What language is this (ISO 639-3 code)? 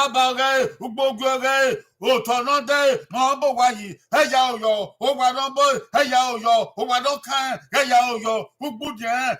bin